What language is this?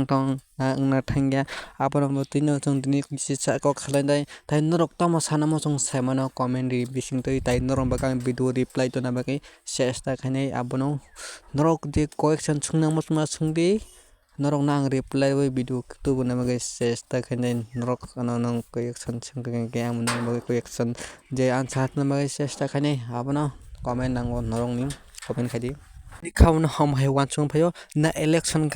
Kok Borok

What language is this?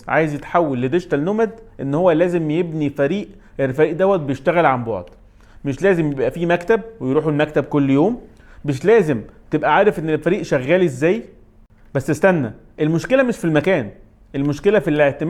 Egyptian Arabic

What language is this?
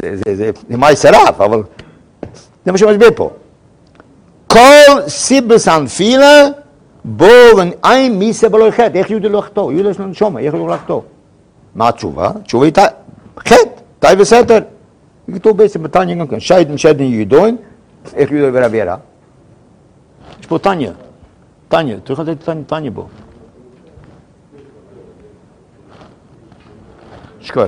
Hebrew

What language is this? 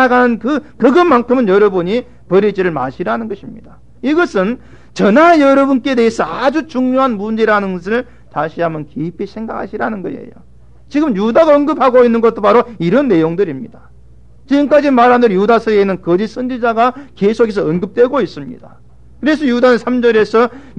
Korean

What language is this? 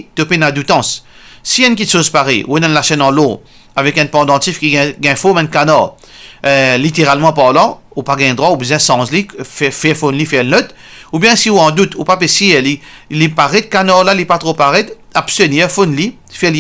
Morisyen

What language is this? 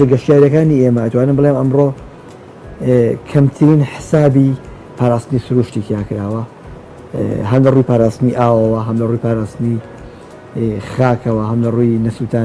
Central Kurdish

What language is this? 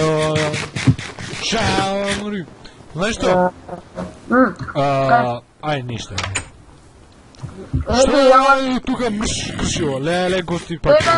Macedonian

